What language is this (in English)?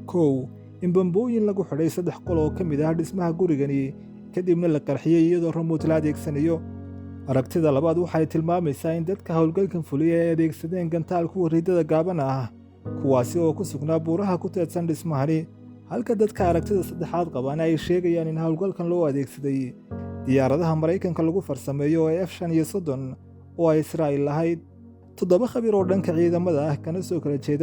Somali